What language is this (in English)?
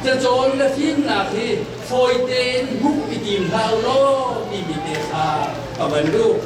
Hakha Chin